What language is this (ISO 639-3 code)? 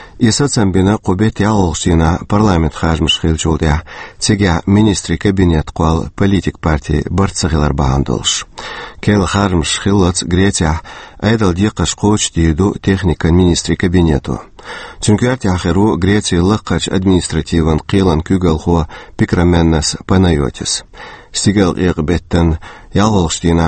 che